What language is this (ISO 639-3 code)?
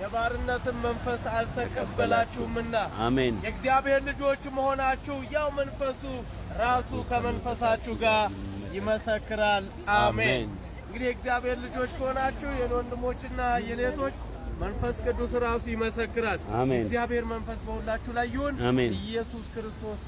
amh